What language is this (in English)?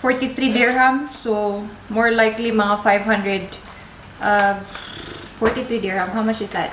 Cebuano